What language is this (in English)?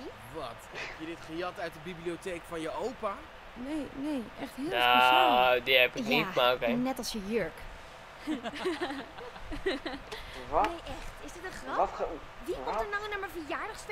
Dutch